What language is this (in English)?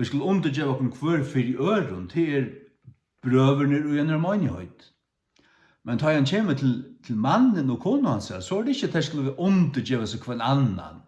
Faroese